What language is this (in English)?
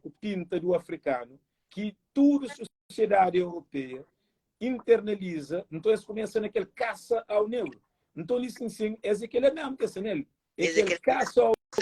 Kabuverdianu